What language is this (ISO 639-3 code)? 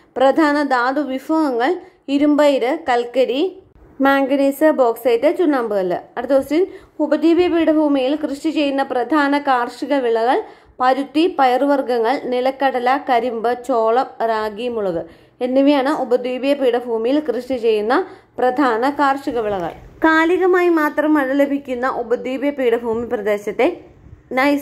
mal